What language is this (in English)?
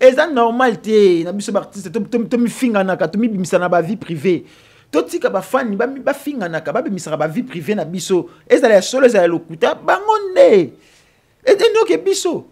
Lingala